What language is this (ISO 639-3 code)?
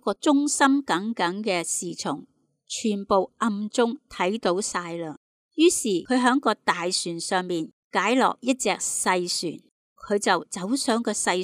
yue